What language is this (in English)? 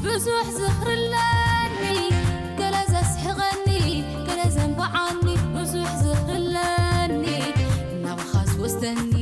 Tigrinya